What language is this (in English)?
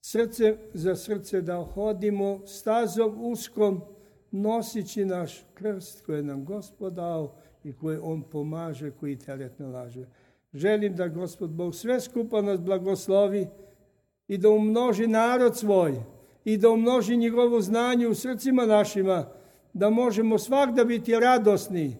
Serbian